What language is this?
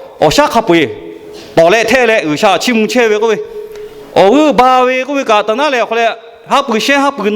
Lahu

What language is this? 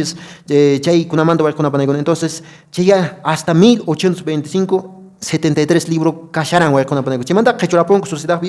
Quechua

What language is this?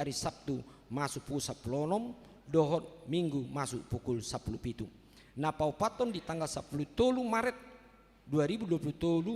Batak Toba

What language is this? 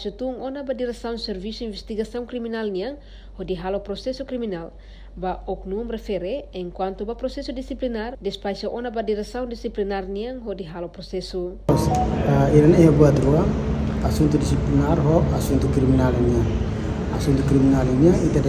Tetum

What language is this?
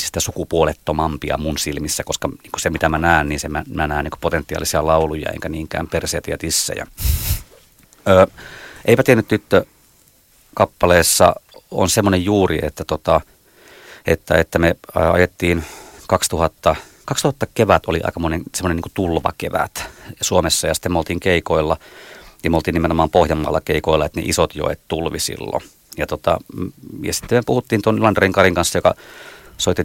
Finnish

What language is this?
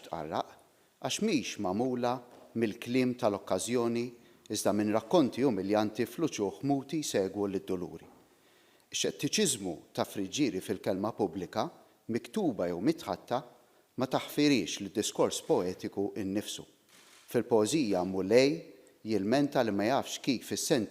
Maltese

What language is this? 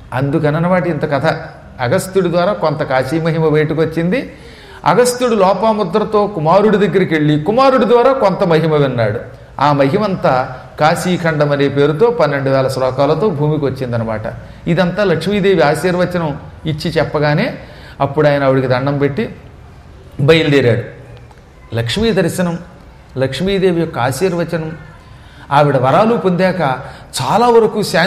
Telugu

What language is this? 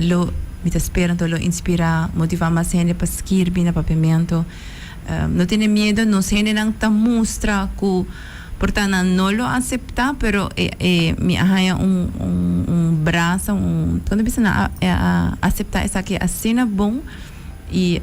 Papiamento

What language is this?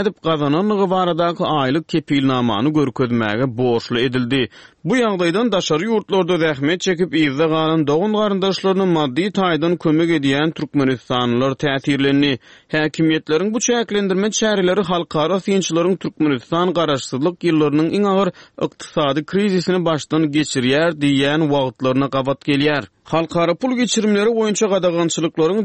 Turkmen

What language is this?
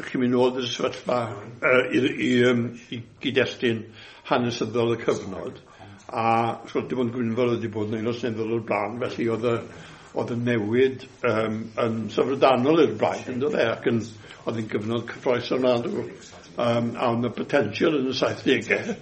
Welsh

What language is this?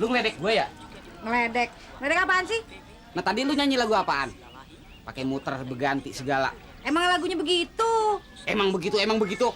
Betawi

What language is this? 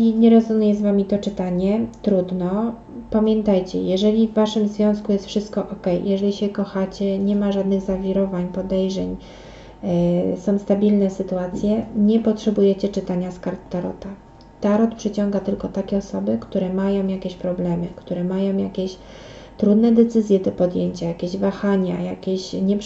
Polish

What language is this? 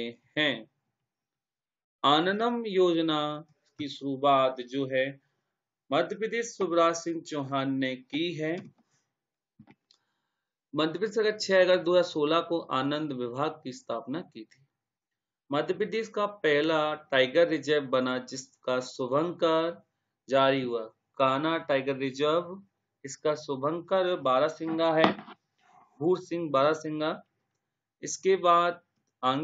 Hindi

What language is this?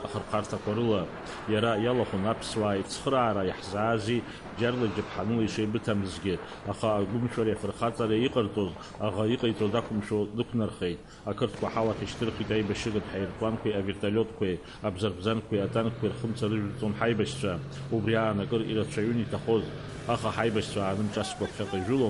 Abkhazian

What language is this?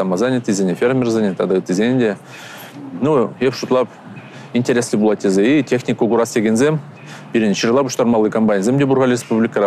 Chuvash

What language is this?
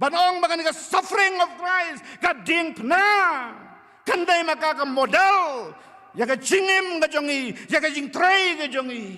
Khasi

